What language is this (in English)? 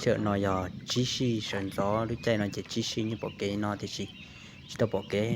Hmong